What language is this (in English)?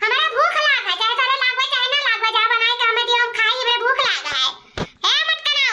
Awadhi